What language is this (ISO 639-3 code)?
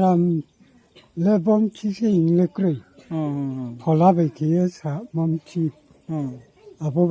ria